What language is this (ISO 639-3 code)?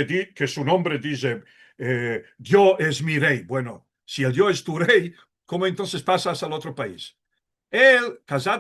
lad